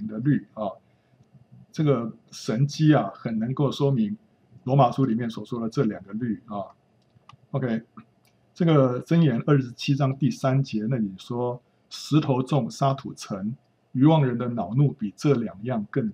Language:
Chinese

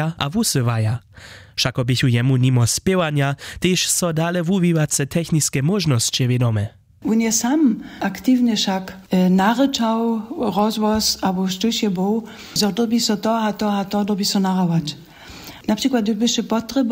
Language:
Upper Sorbian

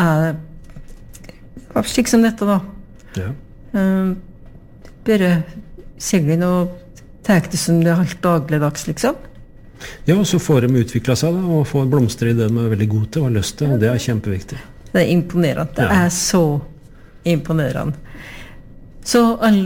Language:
Norwegian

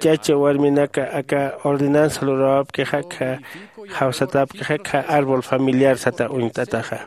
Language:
Aymara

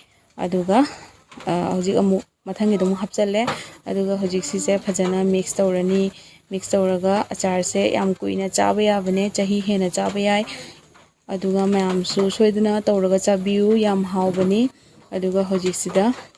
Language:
Manipuri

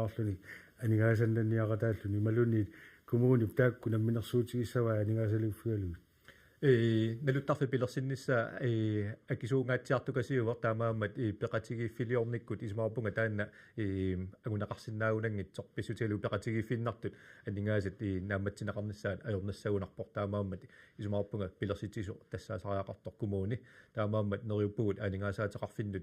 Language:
Kalaallisut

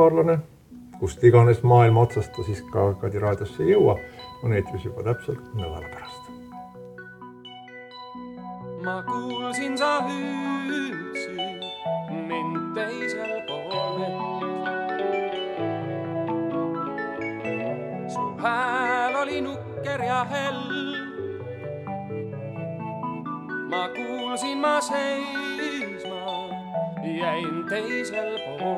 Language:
Estonian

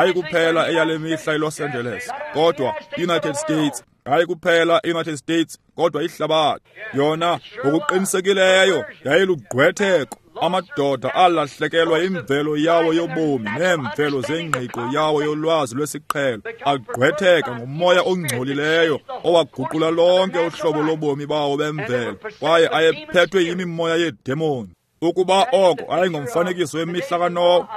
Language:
Xhosa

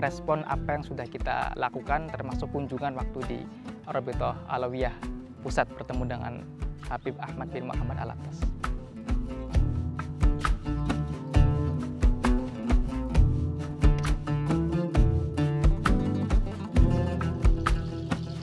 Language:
Indonesian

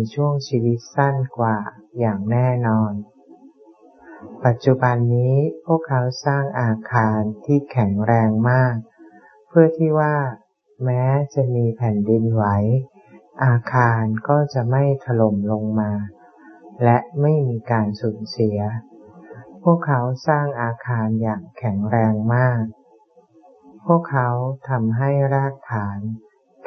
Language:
Thai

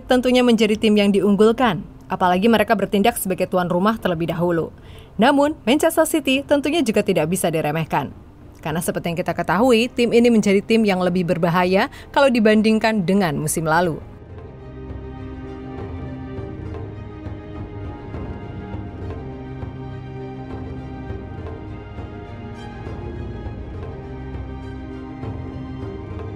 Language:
Indonesian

